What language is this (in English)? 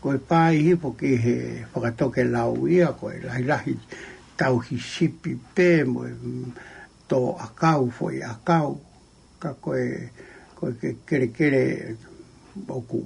Tongan